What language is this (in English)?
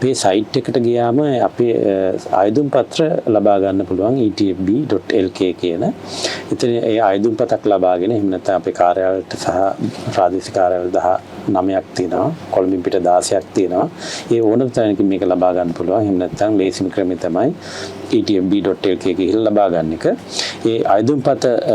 Sinhala